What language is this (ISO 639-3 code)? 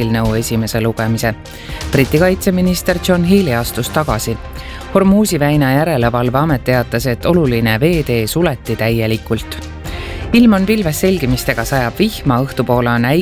est